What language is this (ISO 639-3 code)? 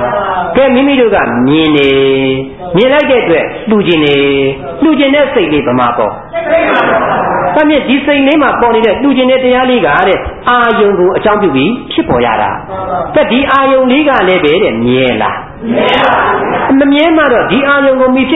mya